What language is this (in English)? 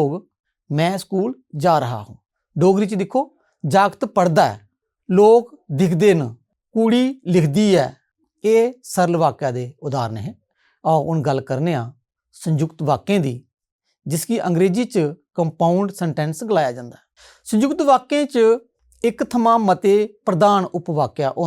Dogri